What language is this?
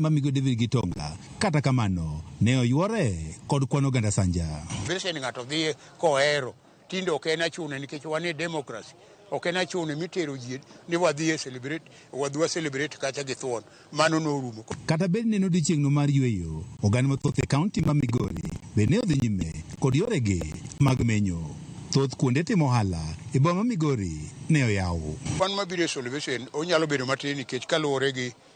Luo (Kenya and Tanzania)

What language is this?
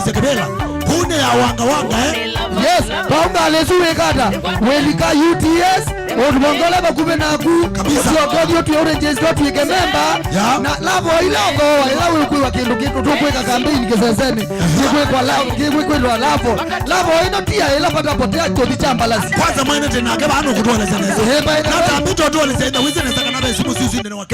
Kamba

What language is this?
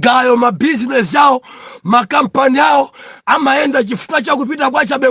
Nyanja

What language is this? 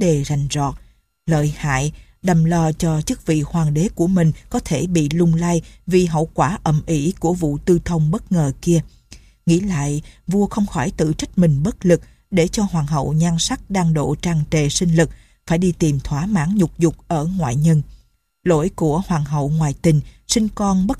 Vietnamese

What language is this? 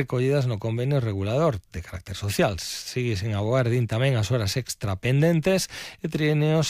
Galician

